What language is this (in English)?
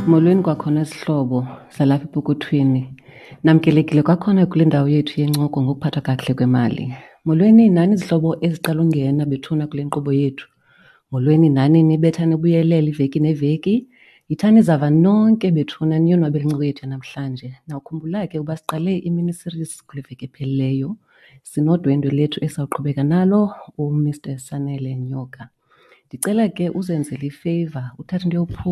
Xhosa